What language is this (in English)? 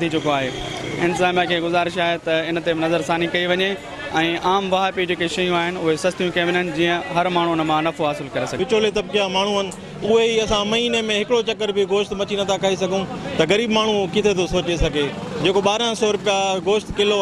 Sindhi